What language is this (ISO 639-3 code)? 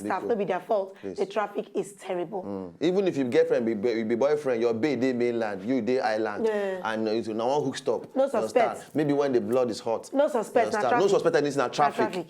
pcm